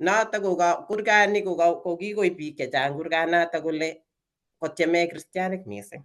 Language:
Kalenjin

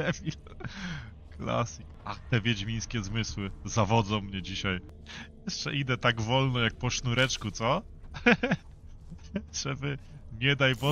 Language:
Polish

